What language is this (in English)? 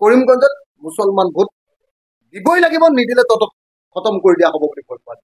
Assamese